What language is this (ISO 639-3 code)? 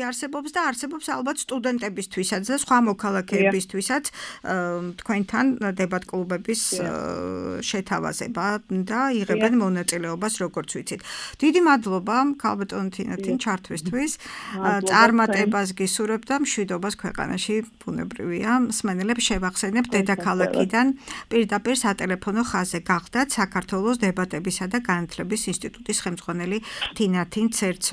kat